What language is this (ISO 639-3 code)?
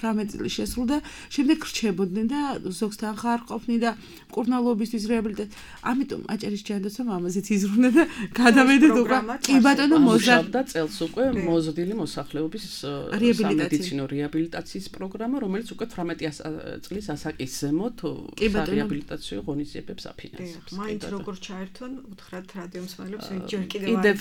kat